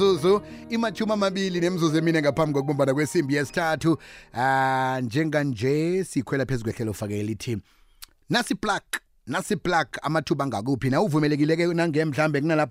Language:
South Ndebele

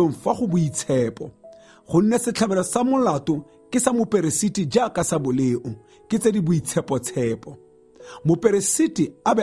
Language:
Tswana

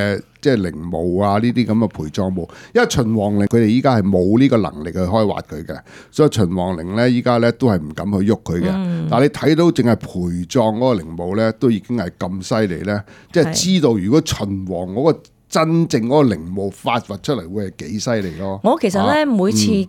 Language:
Cantonese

